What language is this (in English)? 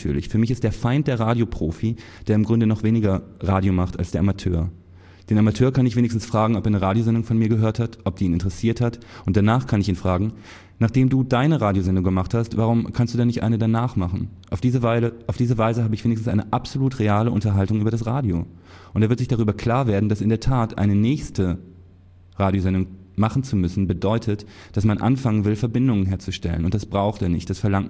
German